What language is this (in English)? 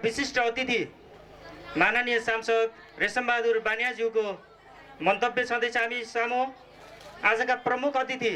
Nepali